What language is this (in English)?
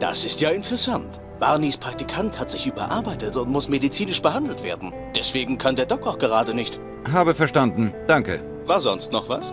Bavarian